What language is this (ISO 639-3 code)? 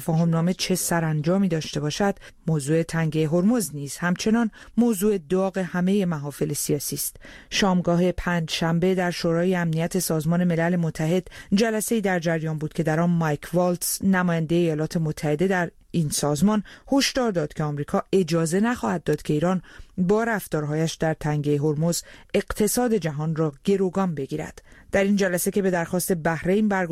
fas